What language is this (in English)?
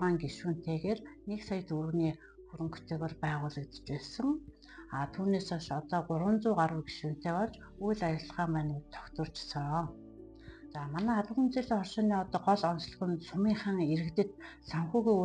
Mongolian